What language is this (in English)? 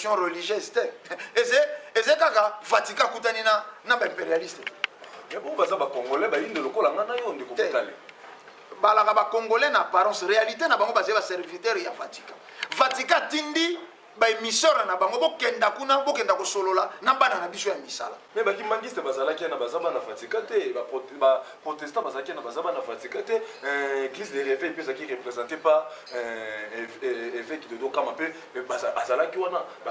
Lingala